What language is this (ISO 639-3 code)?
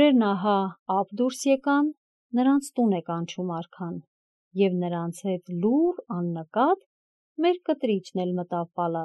hye